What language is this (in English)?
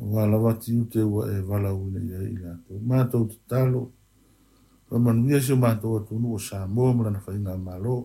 Samoan